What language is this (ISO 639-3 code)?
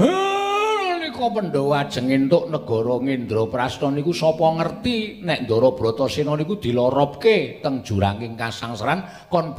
jav